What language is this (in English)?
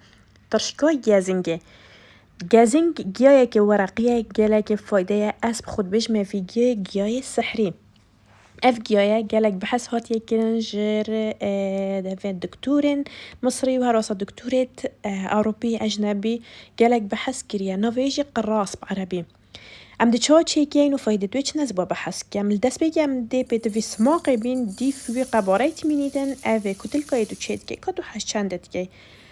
Kurdish